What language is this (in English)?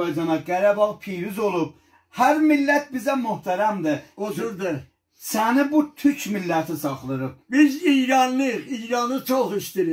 South Azerbaijani